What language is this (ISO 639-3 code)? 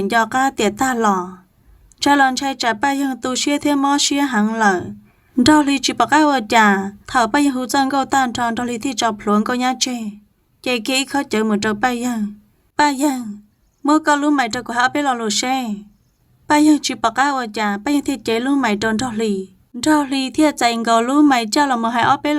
hmn